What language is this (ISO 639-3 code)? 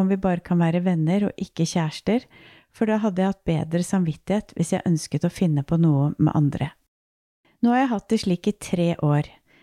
nor